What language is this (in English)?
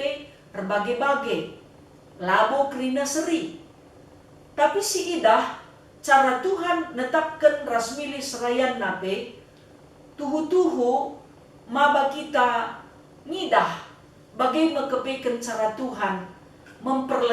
Batak Karo